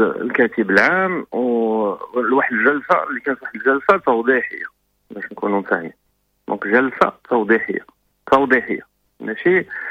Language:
Moroccan Arabic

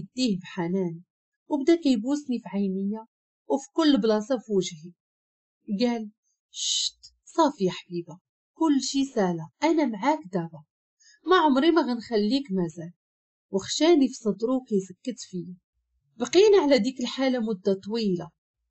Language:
Moroccan Arabic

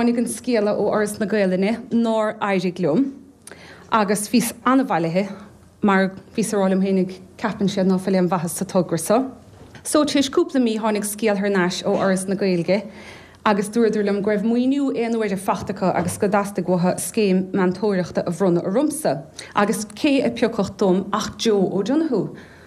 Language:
Irish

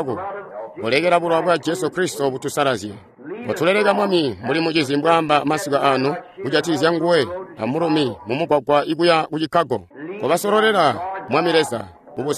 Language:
Tonga (Zambia)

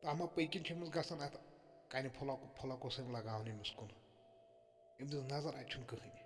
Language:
Kashmiri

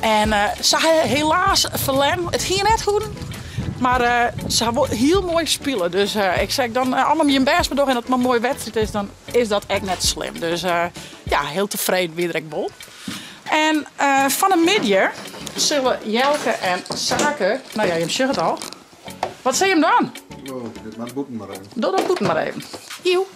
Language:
Western Frisian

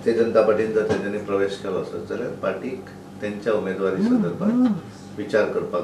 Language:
Konkani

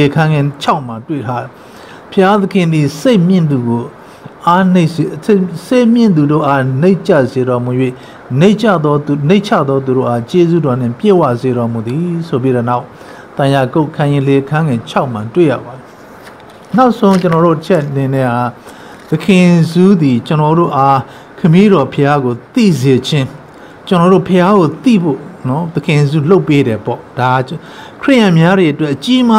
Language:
Burmese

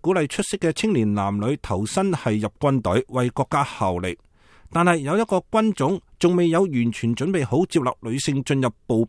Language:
Cantonese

